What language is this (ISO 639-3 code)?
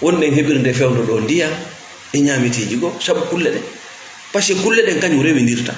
ful